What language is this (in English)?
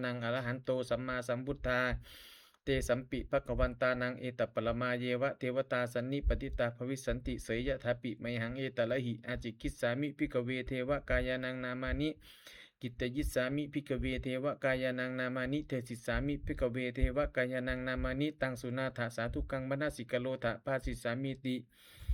Pali